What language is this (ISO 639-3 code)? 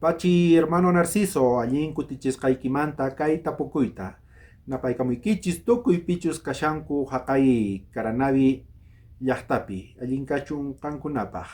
quh